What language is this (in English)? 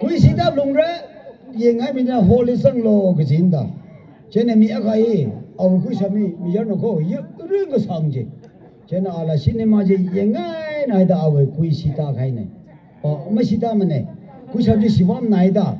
Tangkhul Naga (India)